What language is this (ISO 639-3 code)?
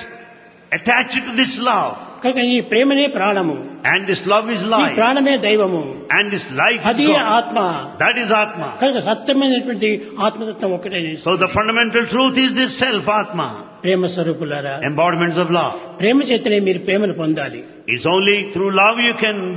tel